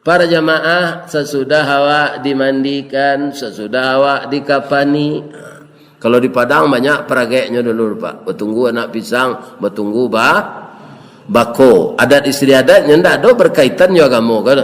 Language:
Minangkabau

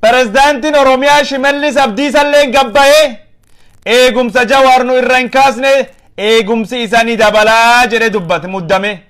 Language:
Oromo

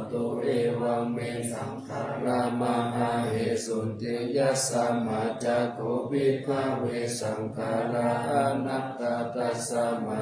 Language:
Pali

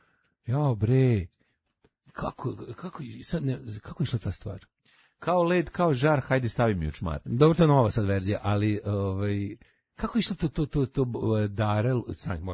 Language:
Serbian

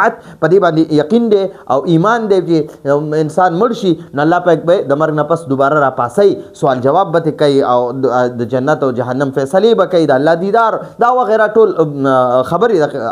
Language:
Pashto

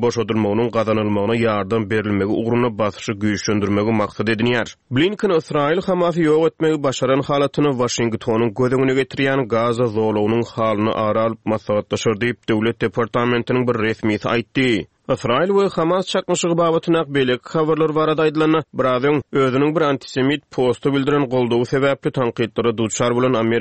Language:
Turkmen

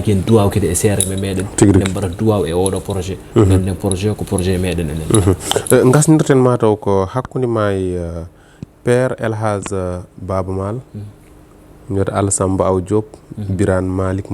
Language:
Fula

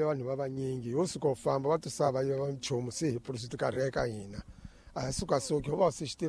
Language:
Tsonga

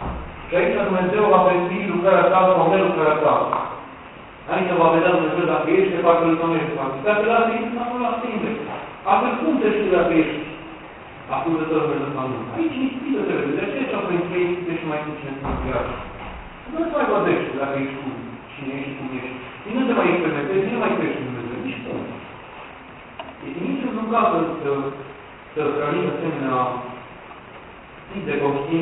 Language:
Romanian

